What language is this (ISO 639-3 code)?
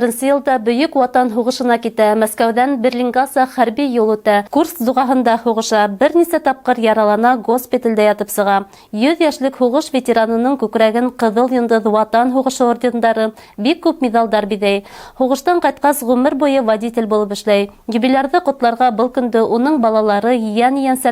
bak